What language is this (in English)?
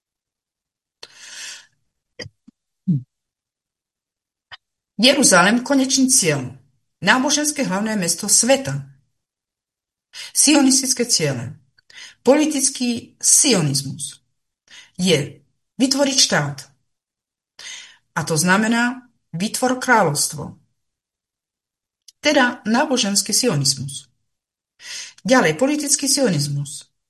Slovak